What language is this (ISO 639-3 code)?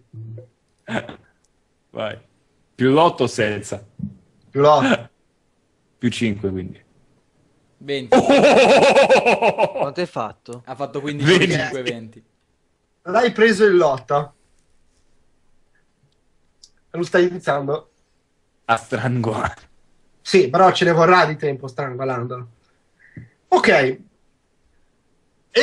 ita